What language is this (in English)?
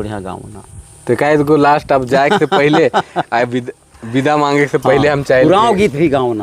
Sadri